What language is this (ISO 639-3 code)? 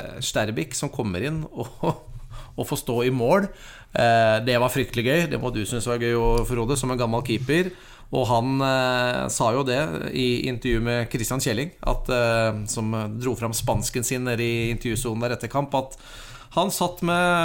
nor